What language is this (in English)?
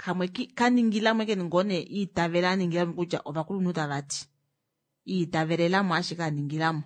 Kuanyama